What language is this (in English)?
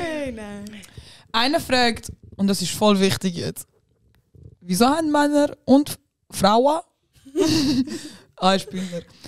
Swiss German